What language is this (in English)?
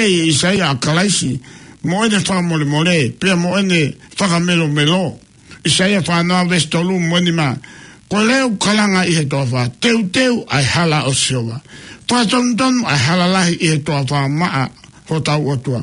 Tongan